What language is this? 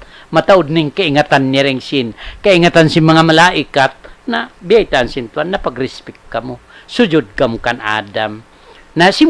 Tausug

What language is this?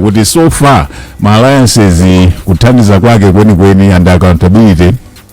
Nyanja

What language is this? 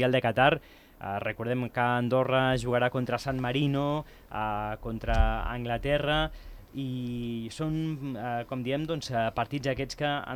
Catalan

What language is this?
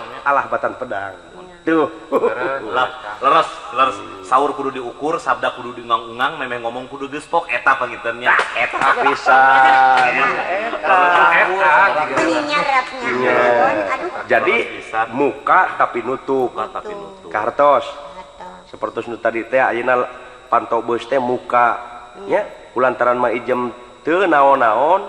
Sundanese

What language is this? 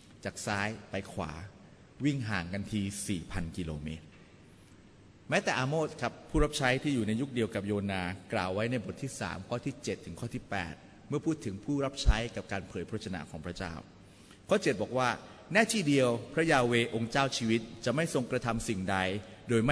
Thai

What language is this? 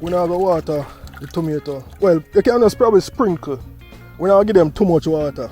Jamaican Creole English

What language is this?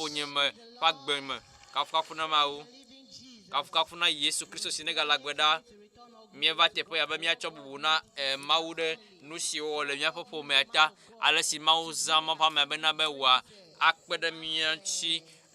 Ewe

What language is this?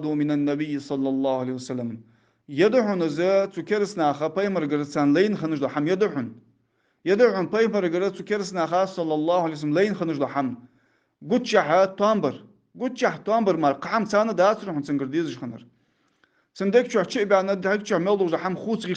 Ingush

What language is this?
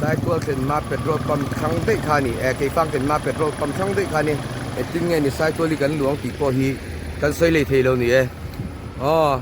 Mizo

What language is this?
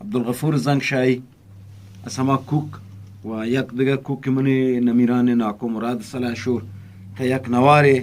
Eastern Balochi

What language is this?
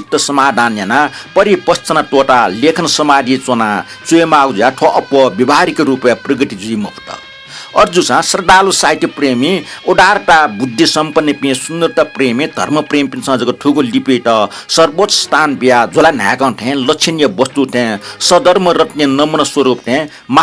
Newari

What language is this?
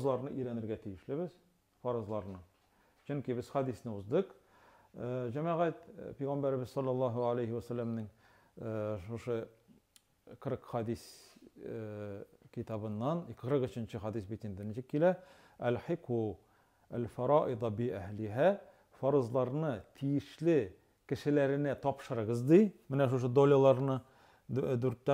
Tatar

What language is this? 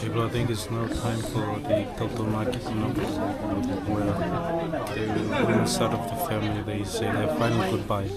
Fijian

